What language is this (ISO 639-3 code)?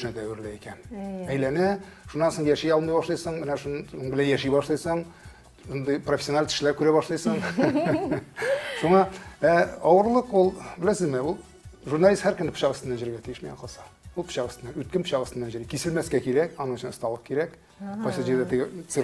tat